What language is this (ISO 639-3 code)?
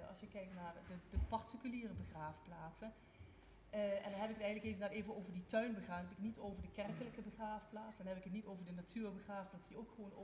nld